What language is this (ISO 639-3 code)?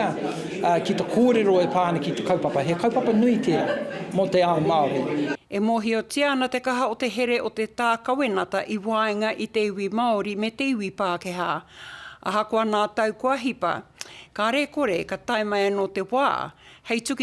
mri